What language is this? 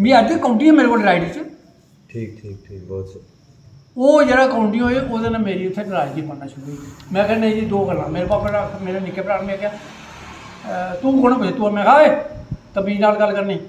Dogri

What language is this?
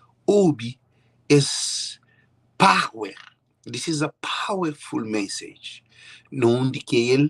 Kabuverdianu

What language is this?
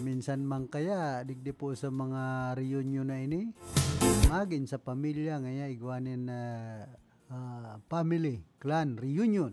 Bikol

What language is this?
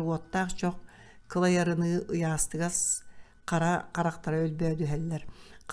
Yakut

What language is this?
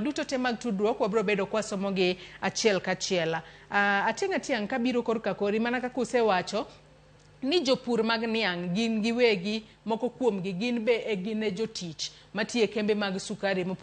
Luo (Kenya and Tanzania)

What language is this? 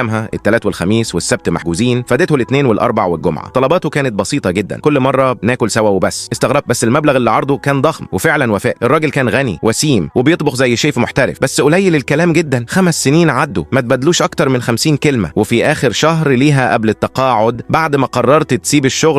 Egyptian Arabic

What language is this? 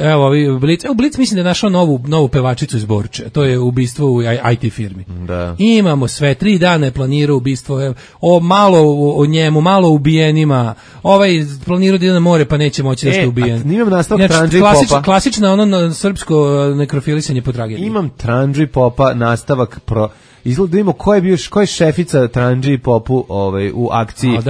Serbian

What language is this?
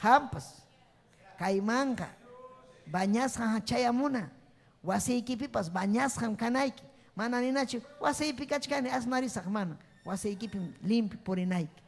Ayacucho Quechua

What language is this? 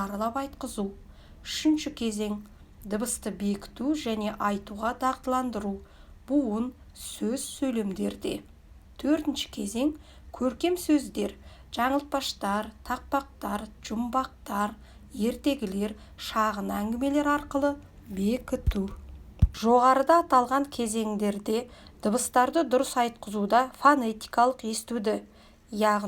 Kazakh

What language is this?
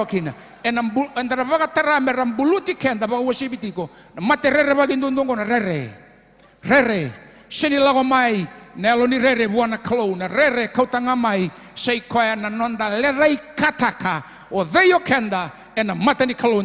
Fijian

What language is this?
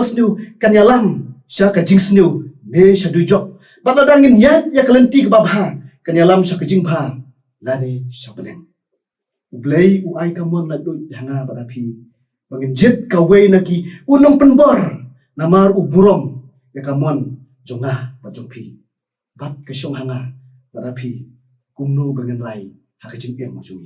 Khasi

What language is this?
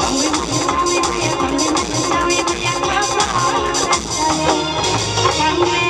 Kok Borok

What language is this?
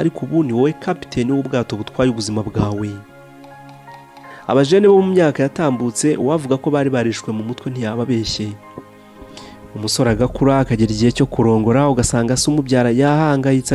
Kinyarwanda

